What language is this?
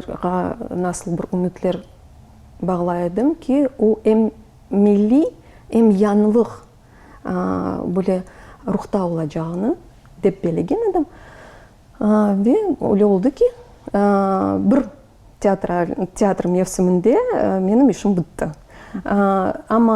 Crimean Tatar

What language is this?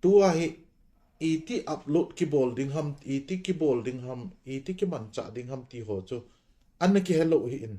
Thado Chin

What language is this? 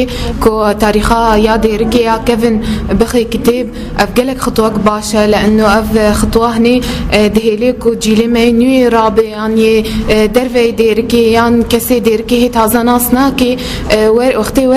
Kurdish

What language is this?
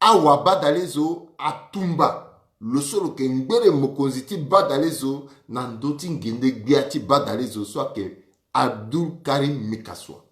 Sango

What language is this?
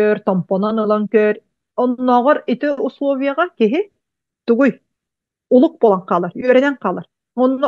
Yakut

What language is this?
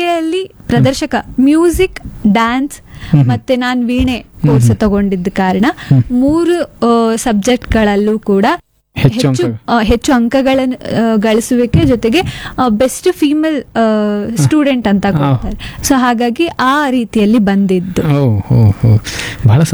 Kannada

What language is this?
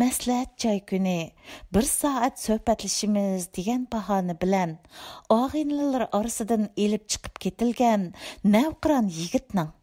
Uyghur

